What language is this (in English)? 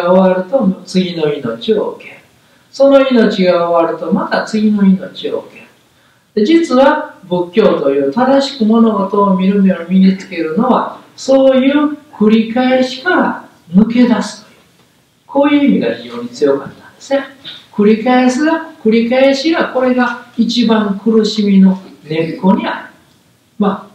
Japanese